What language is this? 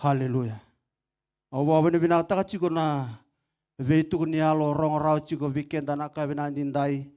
Fijian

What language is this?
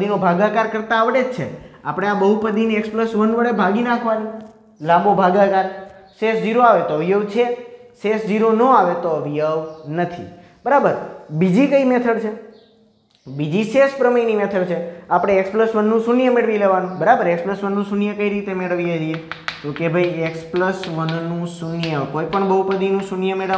Gujarati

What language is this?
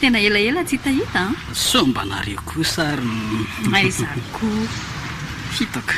Malagasy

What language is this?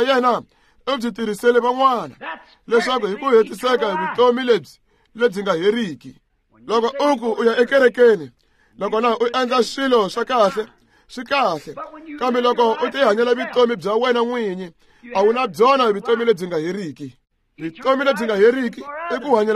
Tsonga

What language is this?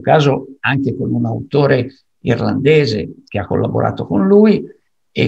Italian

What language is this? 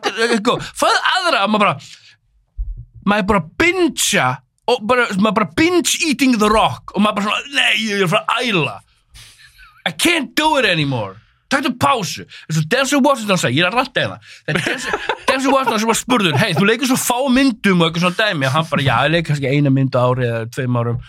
Icelandic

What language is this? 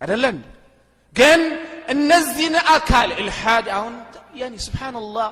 Amharic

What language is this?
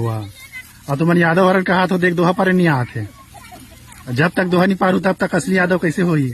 Chhattisgarhi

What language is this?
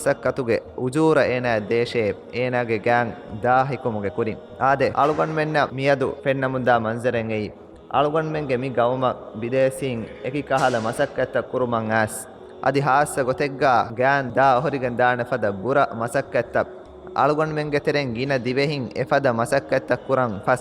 Divehi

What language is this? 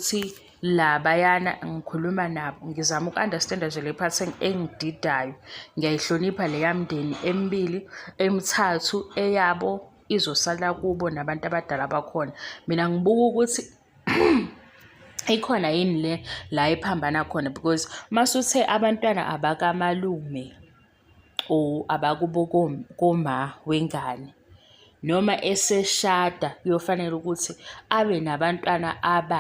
Zulu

